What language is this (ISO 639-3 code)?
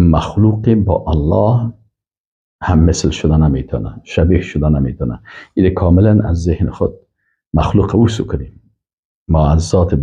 fas